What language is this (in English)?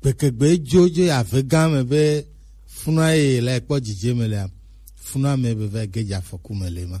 Gen